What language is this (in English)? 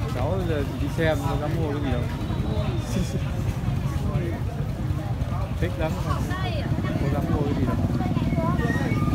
Vietnamese